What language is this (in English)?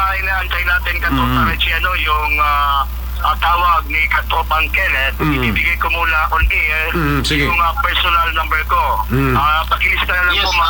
Filipino